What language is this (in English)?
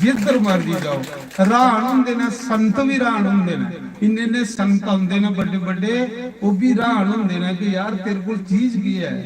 Dogri